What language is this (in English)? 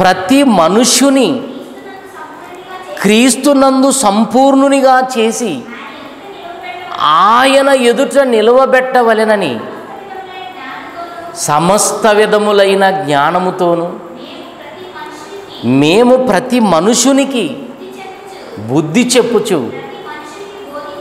Telugu